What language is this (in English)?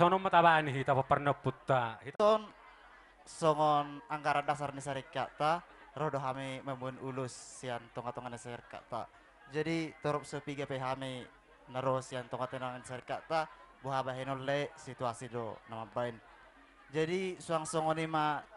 Batak Toba